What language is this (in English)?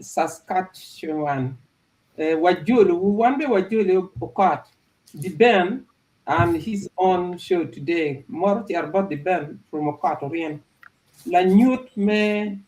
Acoli